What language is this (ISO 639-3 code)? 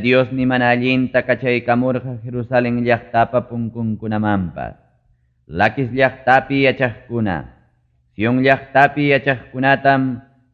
quy